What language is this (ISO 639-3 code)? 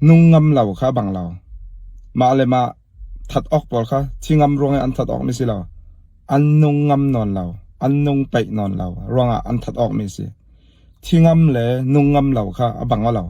cfm